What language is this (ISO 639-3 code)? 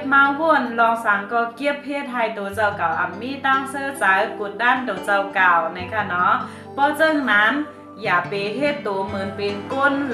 shn